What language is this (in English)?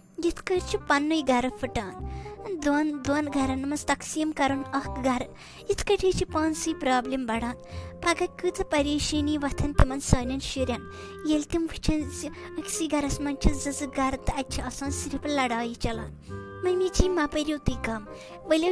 Kashmiri